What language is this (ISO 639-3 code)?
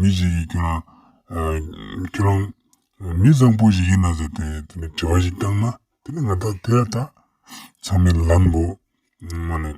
lbj